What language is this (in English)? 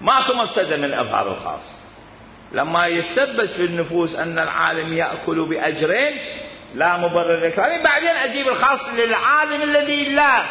Mesopotamian Arabic